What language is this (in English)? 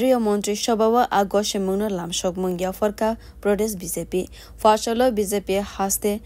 Kok Borok